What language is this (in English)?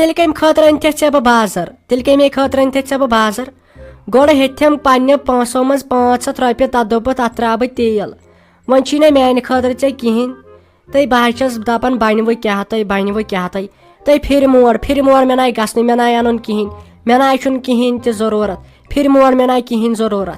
Kashmiri